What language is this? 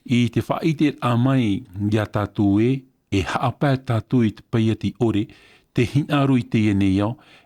Tahitian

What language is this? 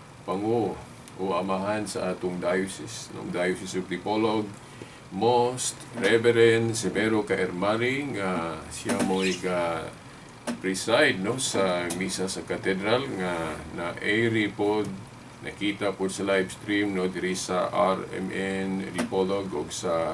Cebuano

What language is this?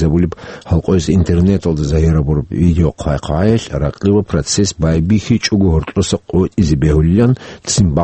Avaric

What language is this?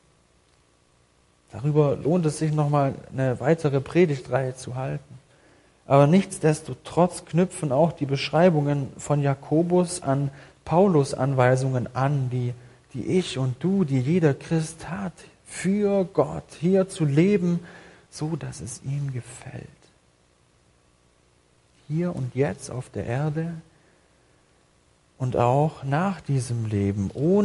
German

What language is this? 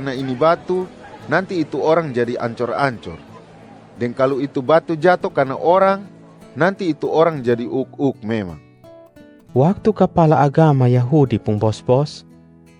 Kupang Malay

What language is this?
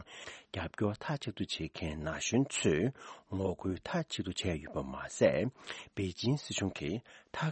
Tibetan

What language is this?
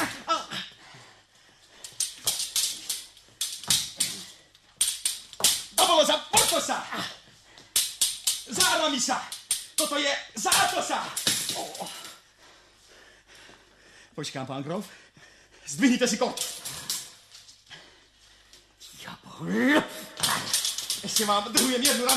Slovak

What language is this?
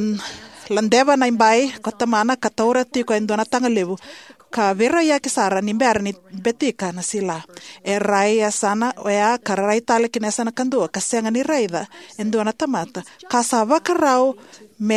Fijian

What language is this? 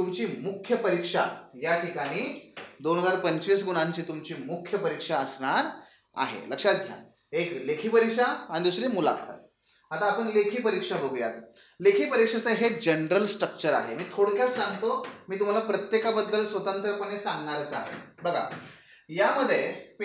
Marathi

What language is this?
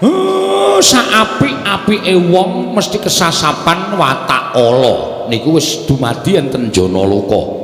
Javanese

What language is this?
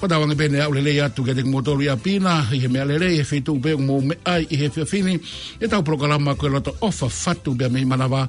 Tongan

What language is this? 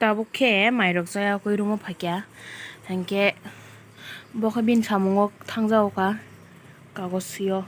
Kok Borok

